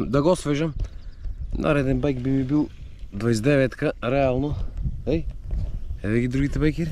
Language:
Macedonian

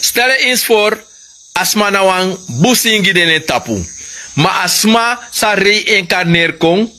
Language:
Sranan Tongo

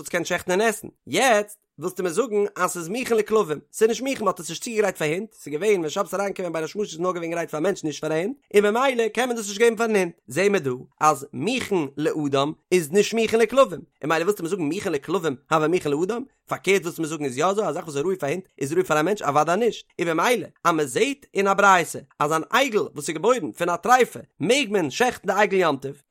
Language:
Yiddish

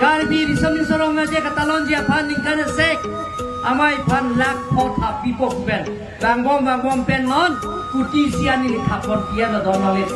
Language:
Karbi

